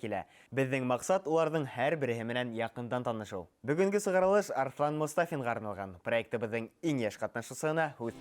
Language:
Bashkir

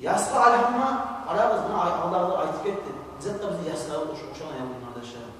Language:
Kumyk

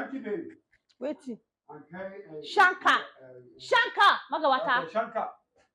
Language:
Nigerian Pidgin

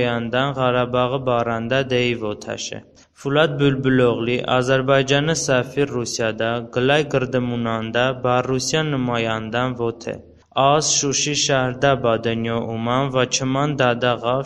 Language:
Talysh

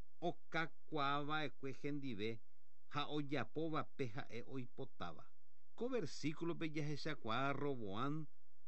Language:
Guarani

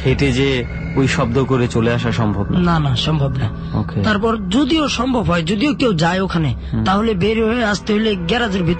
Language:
Bangla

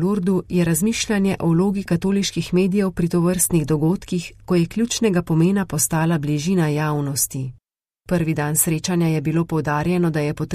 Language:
Slovenian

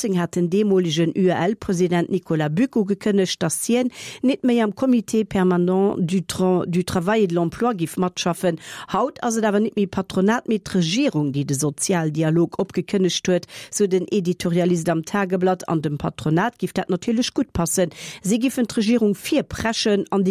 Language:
Luxembourgish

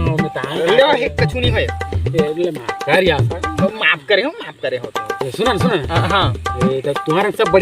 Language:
Chhattisgarhi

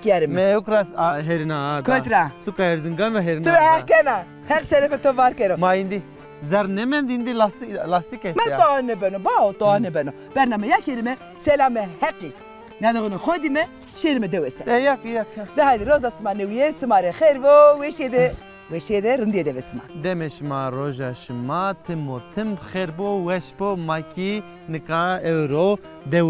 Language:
Zaza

